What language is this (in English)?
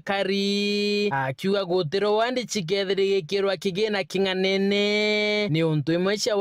Meru